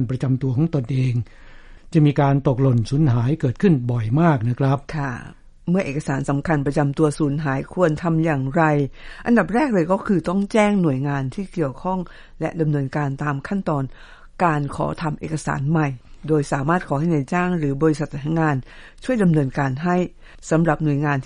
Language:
Thai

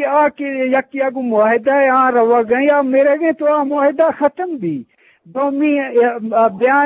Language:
Eastern Balochi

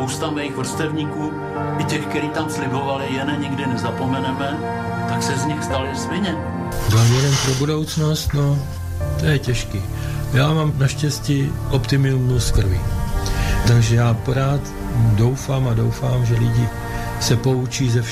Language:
Czech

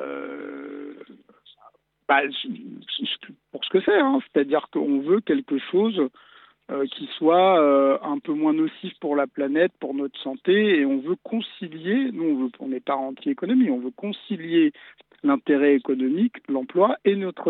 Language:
French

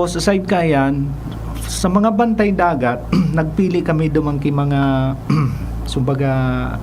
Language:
Bikol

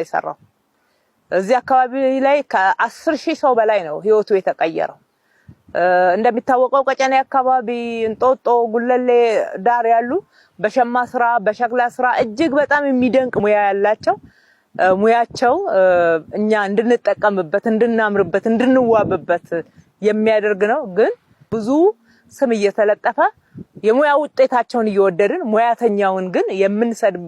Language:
Amharic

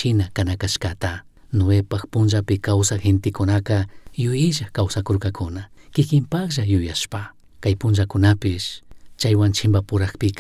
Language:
Chimborazo Highland Quichua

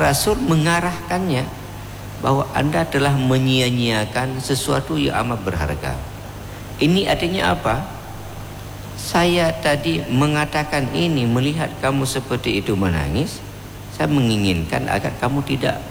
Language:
Indonesian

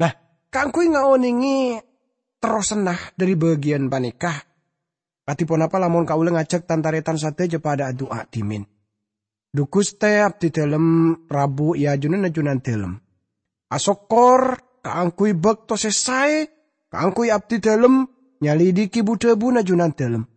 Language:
Madurese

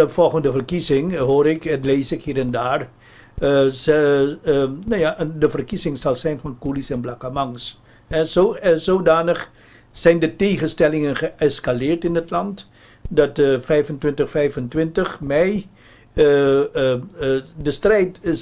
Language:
Dutch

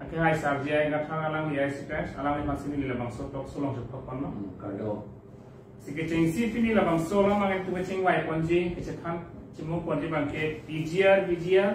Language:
Karbi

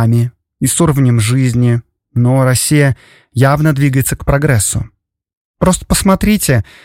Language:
Russian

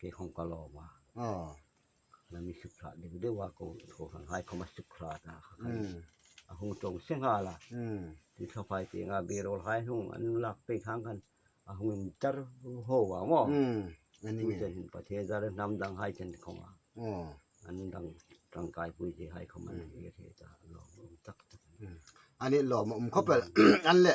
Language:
Hmar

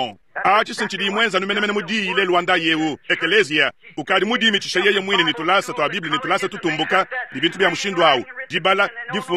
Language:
Luba-Lulua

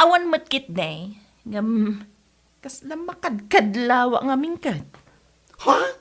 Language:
Iloko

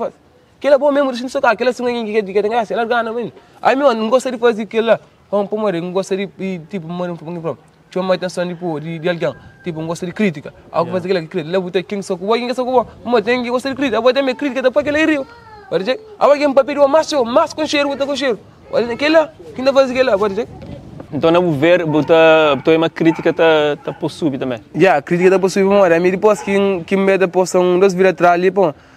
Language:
Kabuverdianu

